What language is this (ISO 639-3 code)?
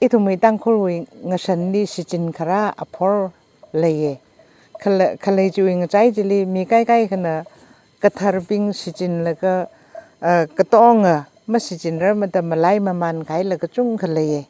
nmf